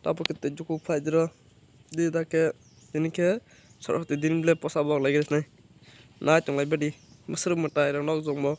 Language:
Kok Borok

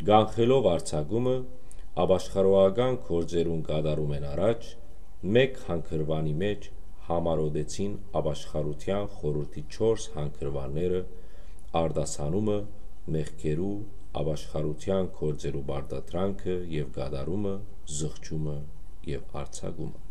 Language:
Western Armenian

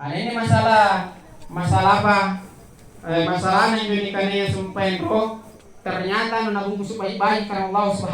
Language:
Makasar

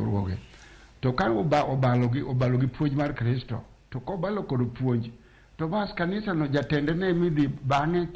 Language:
Luo (Kenya and Tanzania)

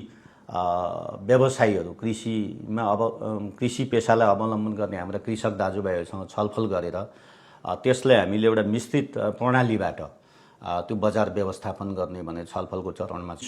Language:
Nepali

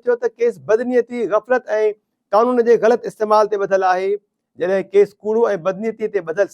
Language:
Sindhi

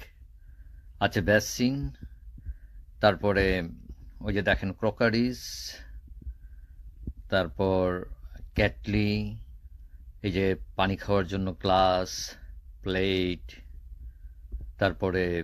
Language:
Bangla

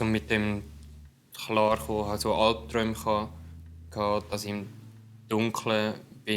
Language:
Swiss German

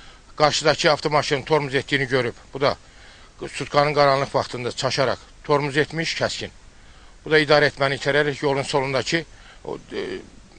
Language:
Azerbaijani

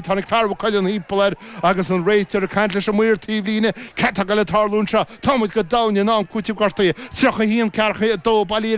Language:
Irish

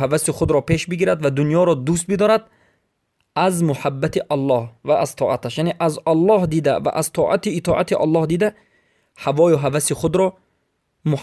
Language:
Persian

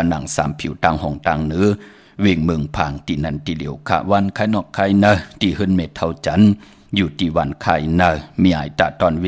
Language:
Shan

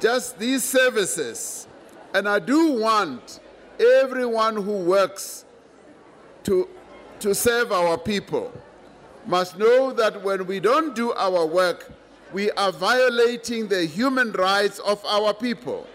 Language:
English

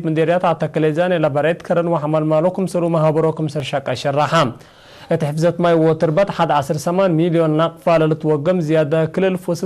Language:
Tigre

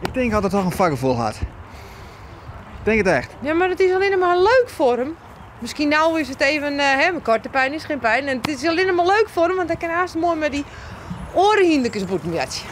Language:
Western Frisian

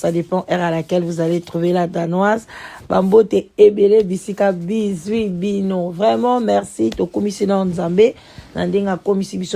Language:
Lingala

